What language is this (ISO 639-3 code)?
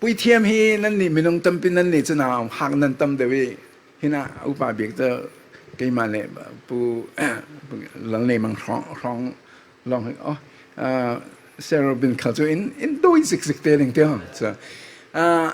cfm